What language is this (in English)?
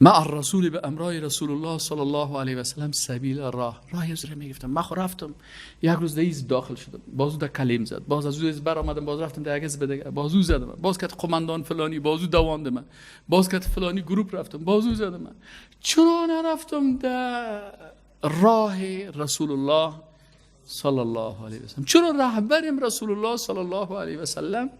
Persian